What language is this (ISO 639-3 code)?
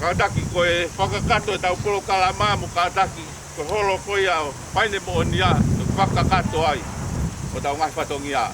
ton